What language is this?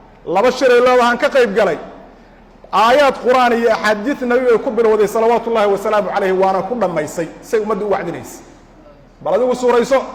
Somali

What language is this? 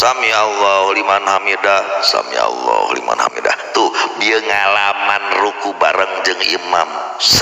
Sundanese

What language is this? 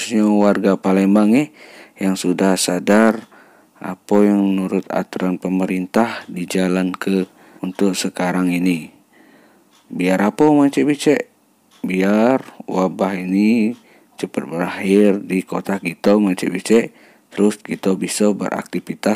Musi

